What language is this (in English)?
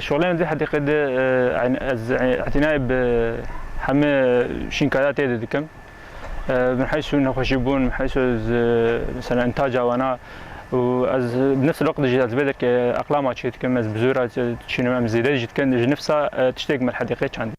Kurdish